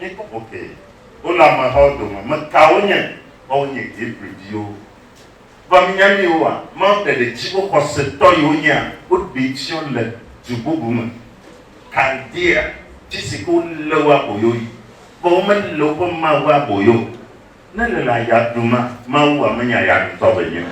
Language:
Ewe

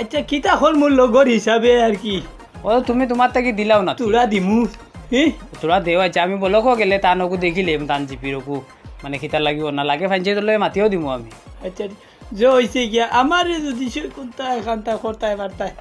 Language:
Sylheti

